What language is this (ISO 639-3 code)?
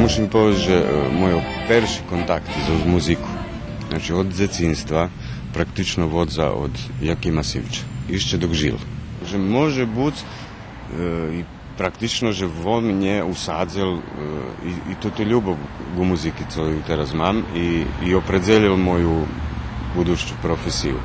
rue